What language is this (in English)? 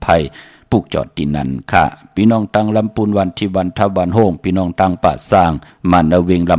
Shan